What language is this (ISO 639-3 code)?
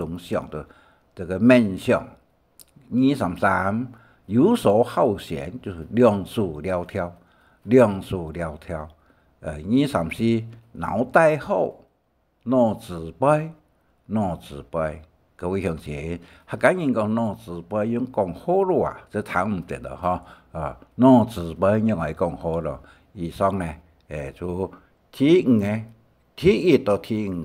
hak